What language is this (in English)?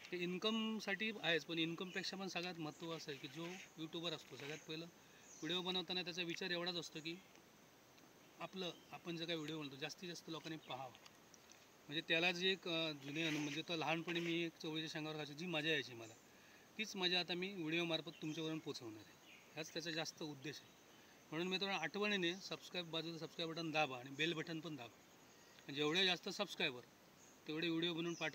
Marathi